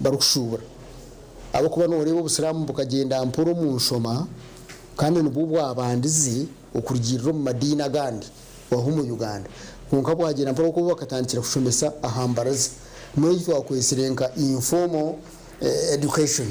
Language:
Nyankole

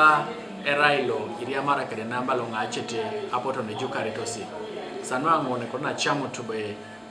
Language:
Teso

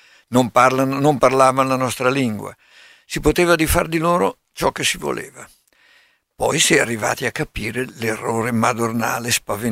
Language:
Italian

